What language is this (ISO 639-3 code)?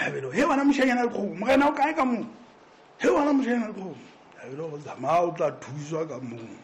sot